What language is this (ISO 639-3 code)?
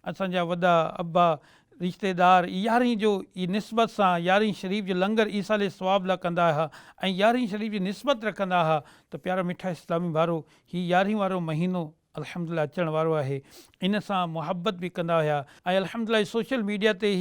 snd